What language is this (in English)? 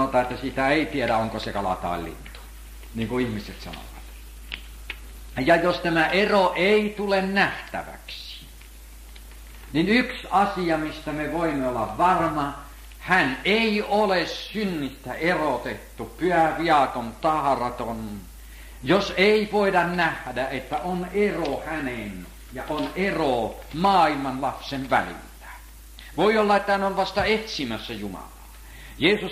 Finnish